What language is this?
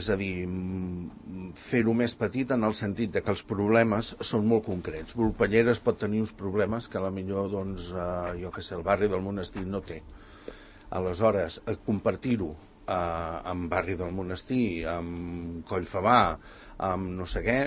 Catalan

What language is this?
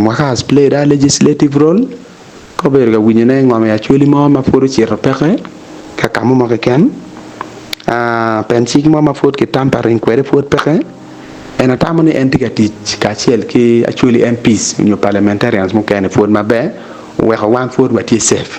Acoli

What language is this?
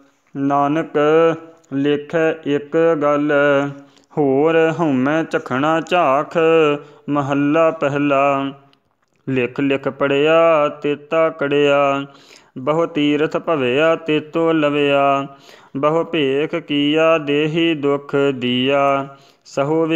Punjabi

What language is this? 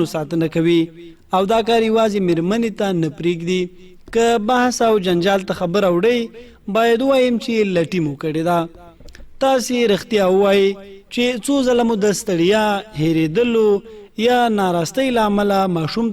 Pashto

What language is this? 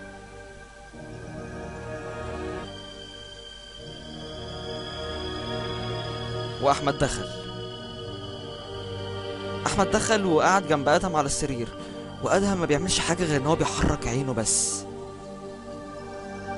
Egyptian Arabic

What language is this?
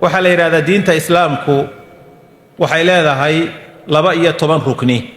Somali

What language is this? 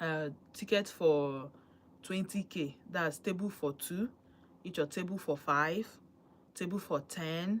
Igbo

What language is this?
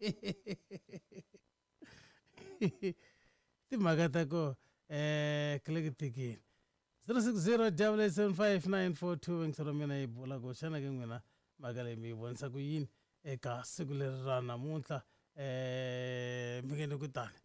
Tsonga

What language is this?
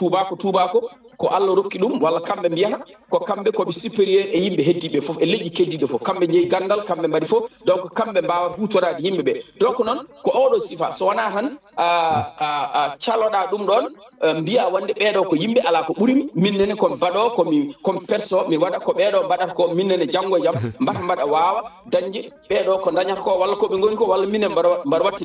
Fula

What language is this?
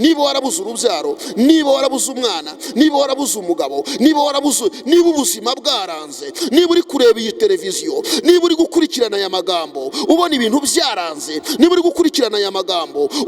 Kinyarwanda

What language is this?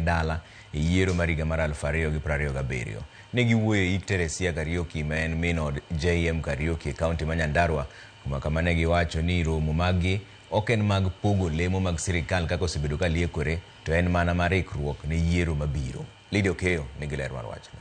Luo (Kenya and Tanzania)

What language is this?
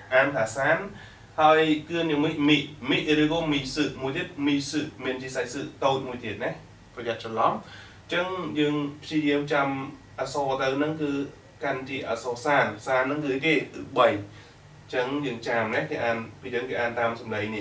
Khmer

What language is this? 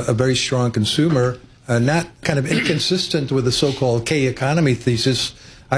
English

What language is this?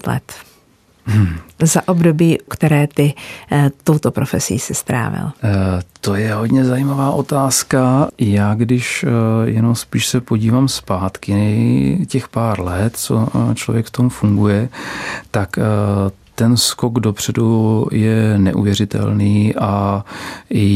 Czech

